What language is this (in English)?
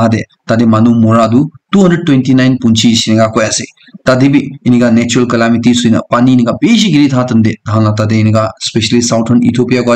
Naga Pidgin